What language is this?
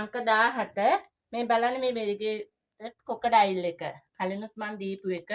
Sinhala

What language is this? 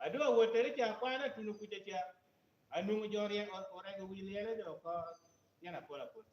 Lango (Uganda)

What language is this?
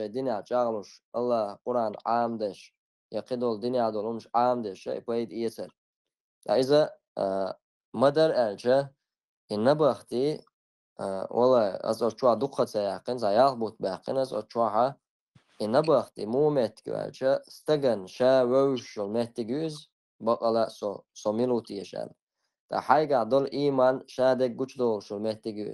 Chechen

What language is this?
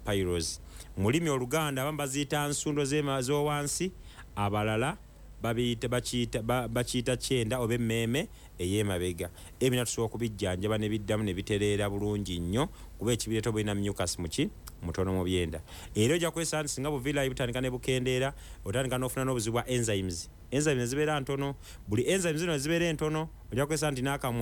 Ganda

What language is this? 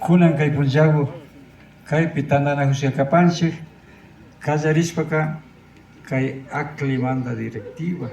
Imbabura Highland Quichua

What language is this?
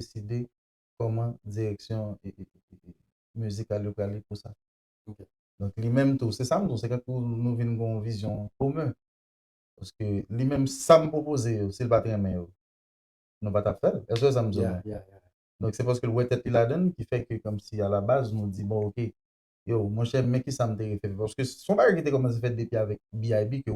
Haitian Creole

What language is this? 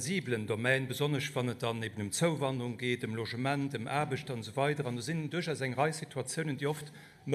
Luxembourgish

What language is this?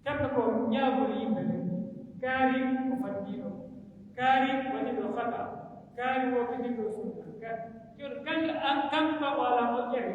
Pular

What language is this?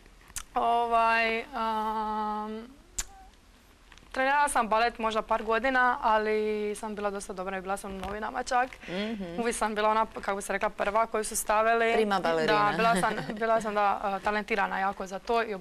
Croatian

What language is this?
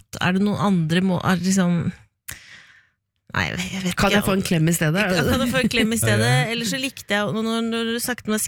Norwegian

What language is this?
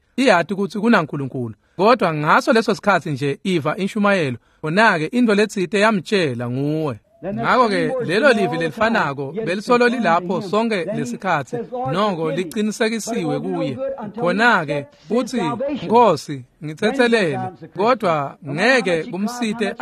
Swati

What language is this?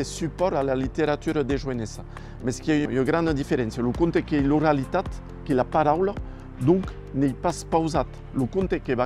Occitan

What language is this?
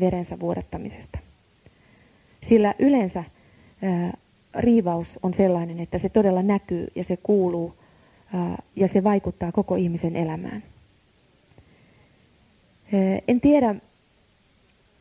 Finnish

